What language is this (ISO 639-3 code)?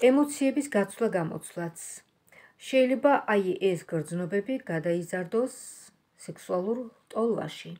kat